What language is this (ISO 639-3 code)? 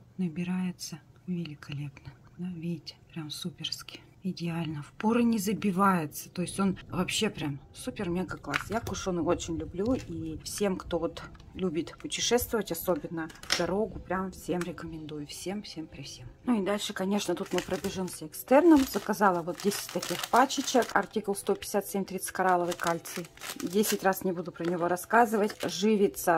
rus